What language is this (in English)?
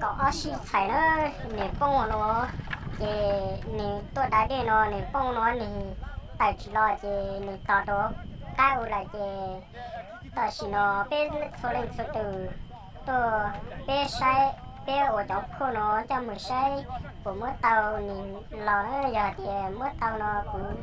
Hmong